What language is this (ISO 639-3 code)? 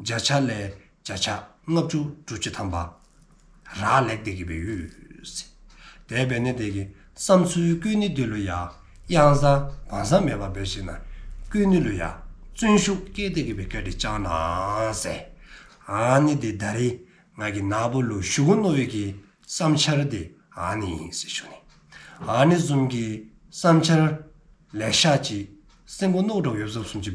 dzo